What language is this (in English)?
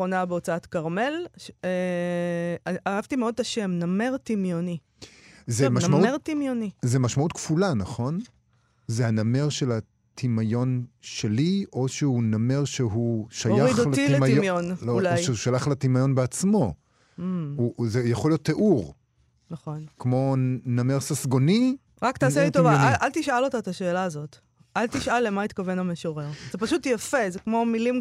Hebrew